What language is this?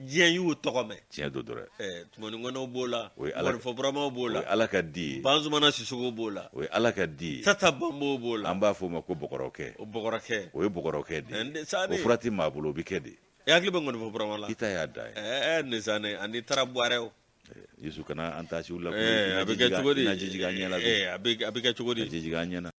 Bambara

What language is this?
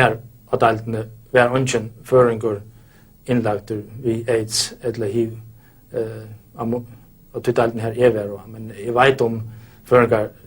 Faroese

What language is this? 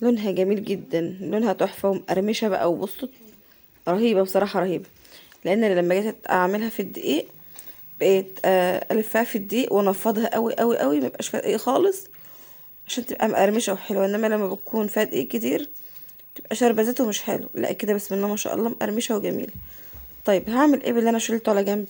Egyptian Arabic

